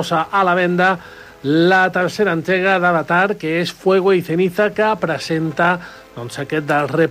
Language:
Catalan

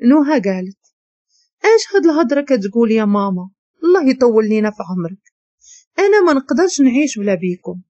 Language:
Moroccan Arabic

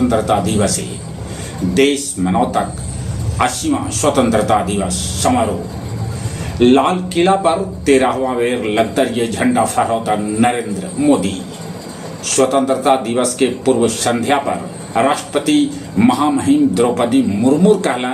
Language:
Magahi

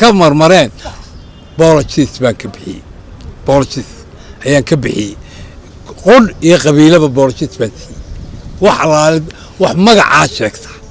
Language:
Somali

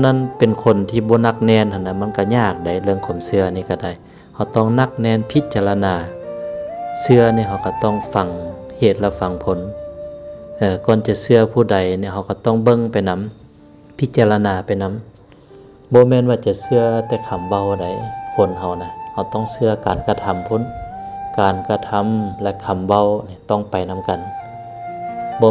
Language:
Lao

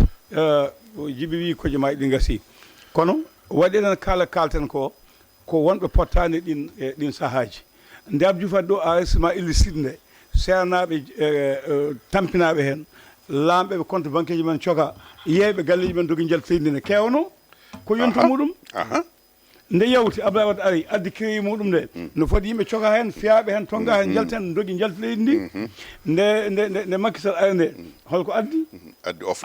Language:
Fula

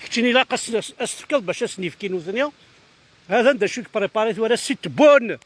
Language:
Kabyle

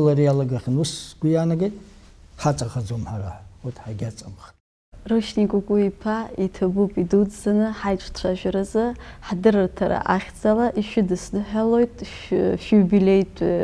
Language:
Abkhazian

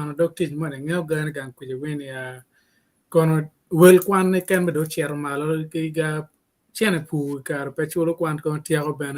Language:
Acoli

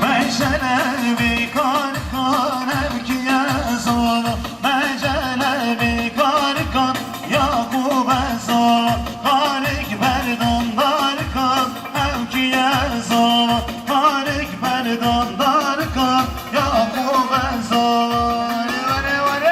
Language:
Kurdish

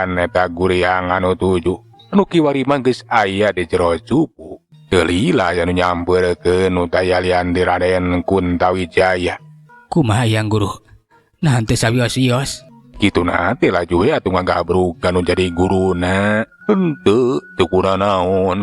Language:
Sundanese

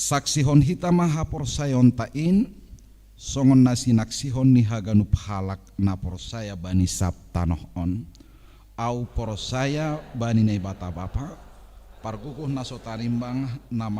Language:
Batak Simalungun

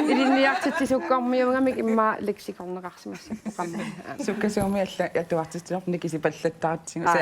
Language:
Kalaallisut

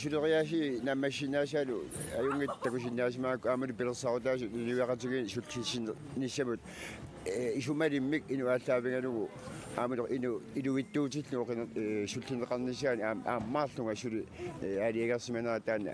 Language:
Kalaallisut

